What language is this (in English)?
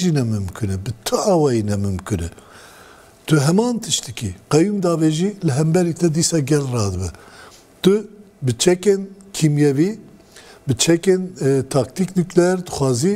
Kurdish